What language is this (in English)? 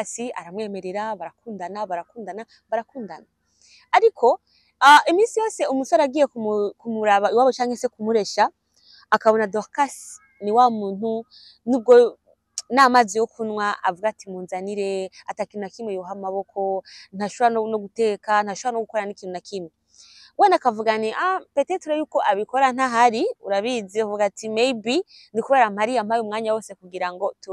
Rundi